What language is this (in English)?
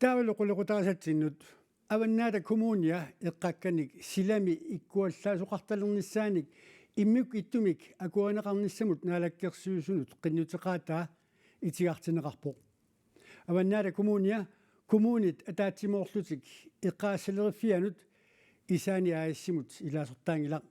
Kalaallisut